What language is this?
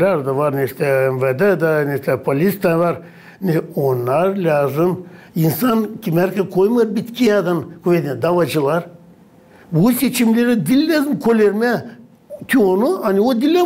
Gagauz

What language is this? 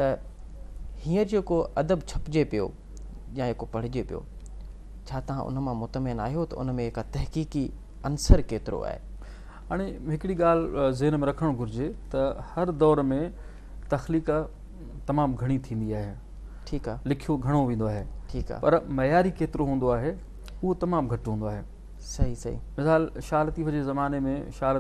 Sindhi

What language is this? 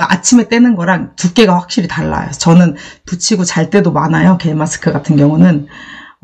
Korean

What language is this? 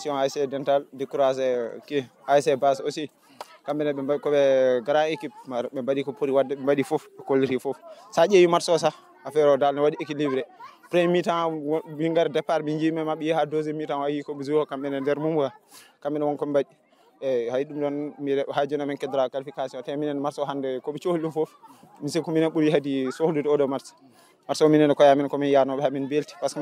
Fula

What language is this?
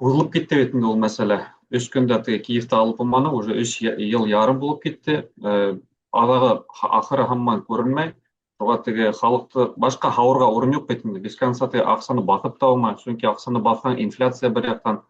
Bashkir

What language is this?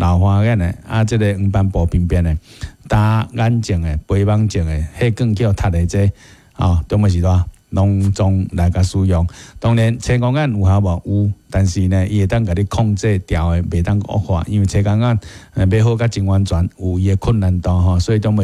Min Nan Chinese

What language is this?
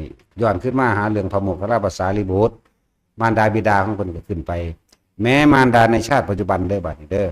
Northeastern Thai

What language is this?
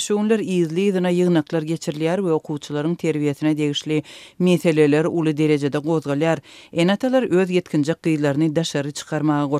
Turkmen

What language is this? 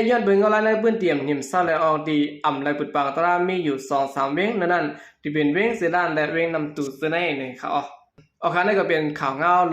Shan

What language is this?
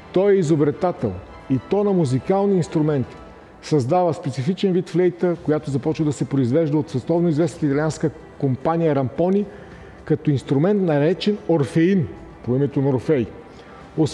Bulgarian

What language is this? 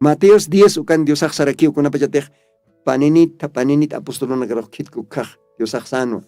Aymara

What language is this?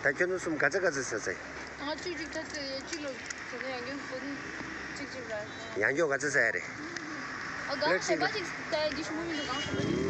Tibetan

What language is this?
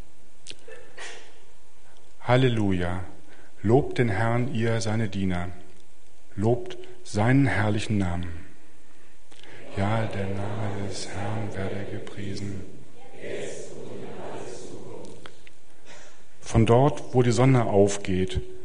German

